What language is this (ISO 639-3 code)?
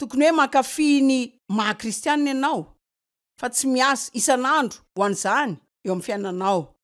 mlg